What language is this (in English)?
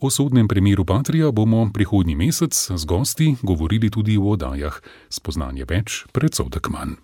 Slovenian